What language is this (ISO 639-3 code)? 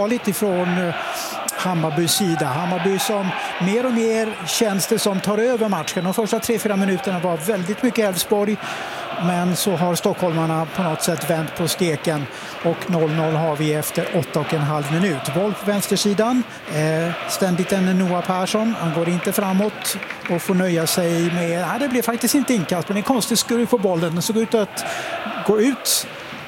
swe